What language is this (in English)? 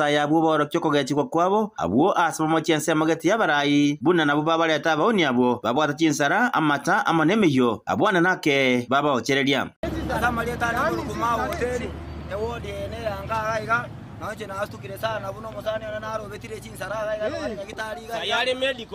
Gusii